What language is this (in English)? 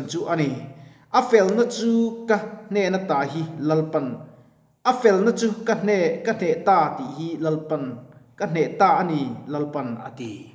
Mizo